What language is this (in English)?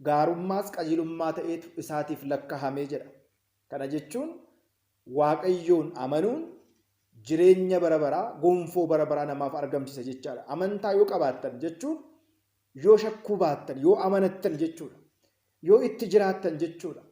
Oromo